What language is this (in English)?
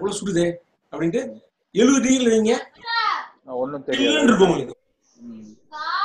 Tamil